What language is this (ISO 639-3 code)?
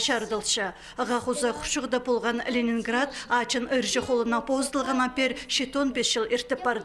kjh